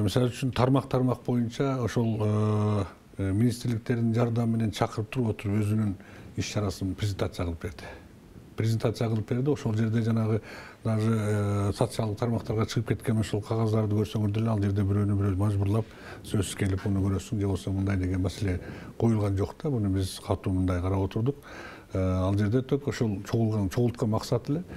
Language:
Kyrgyz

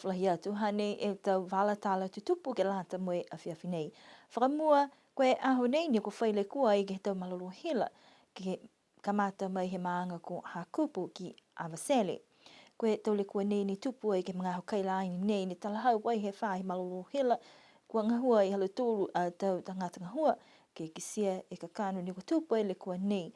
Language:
Niuean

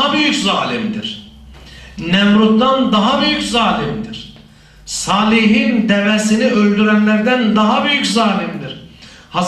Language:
Turkish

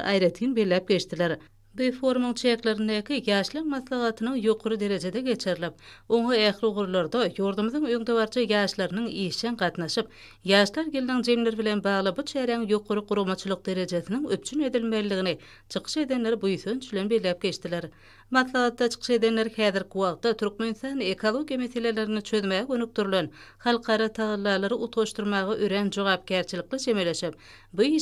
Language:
Turkmen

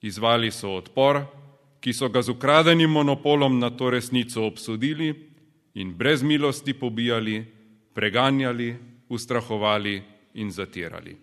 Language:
Slovenian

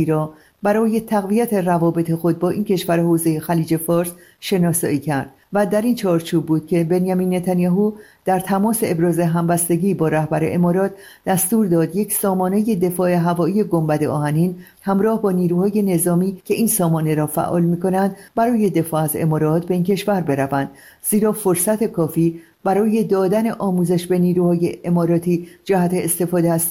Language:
Persian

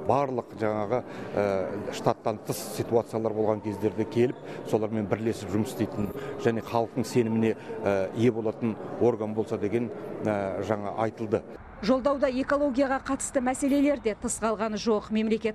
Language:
Kazakh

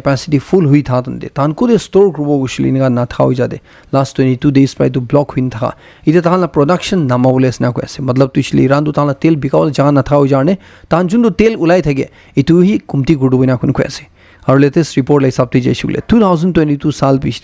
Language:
Naga Pidgin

